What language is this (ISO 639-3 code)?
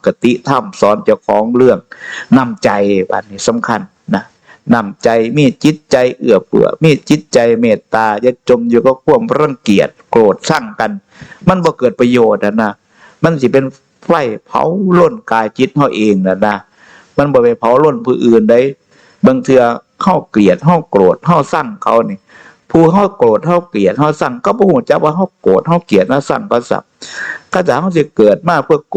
tts